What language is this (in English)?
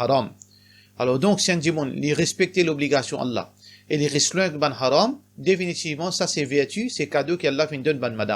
Morisyen